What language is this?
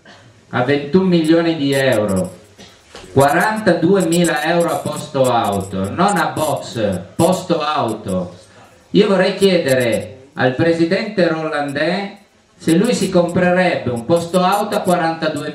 Italian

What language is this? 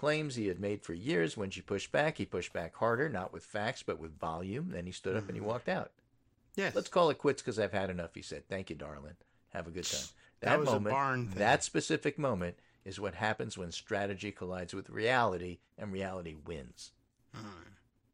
English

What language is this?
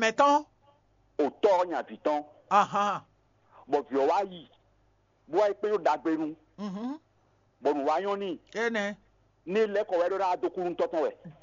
Fon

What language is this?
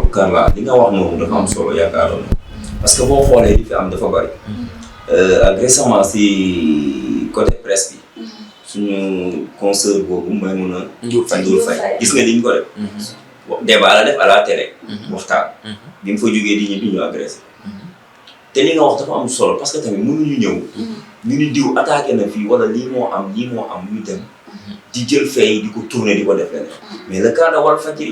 Wolof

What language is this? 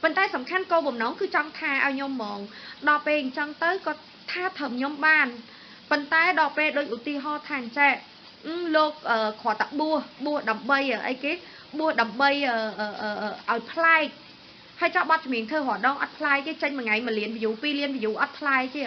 Khmer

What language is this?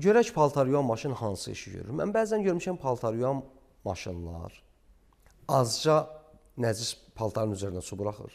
Azerbaijani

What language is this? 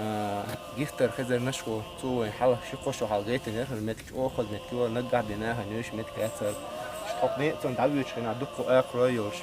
Chechen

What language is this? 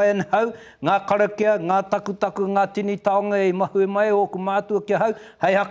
Māori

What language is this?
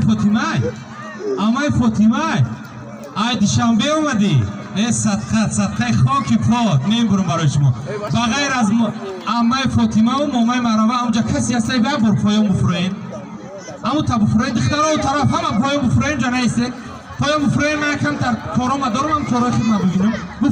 Tajik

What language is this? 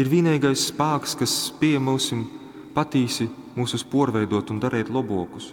Latgalian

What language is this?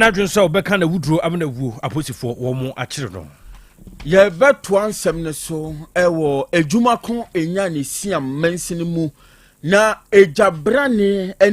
Akan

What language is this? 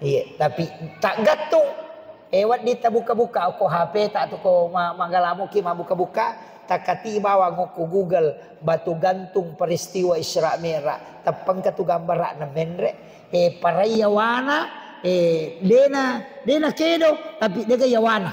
Buginese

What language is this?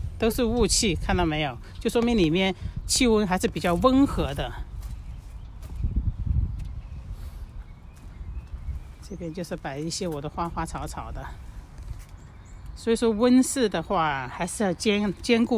Chinese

